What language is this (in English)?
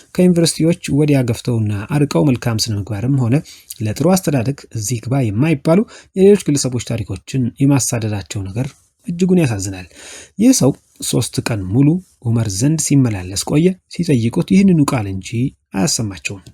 Amharic